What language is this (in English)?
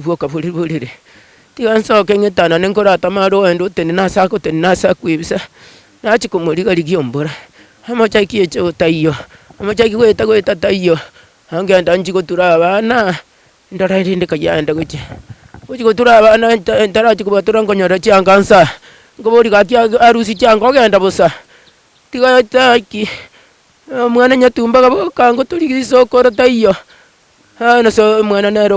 Gusii